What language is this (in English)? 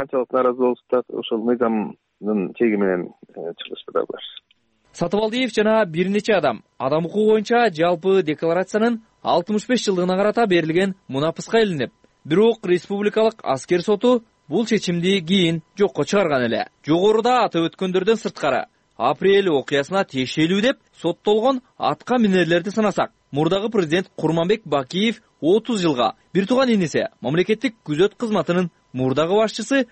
Kyrgyz